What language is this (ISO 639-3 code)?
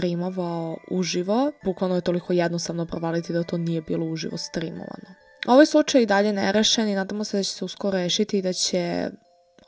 srp